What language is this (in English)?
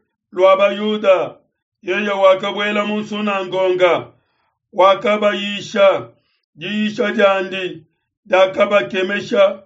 Luba-Lulua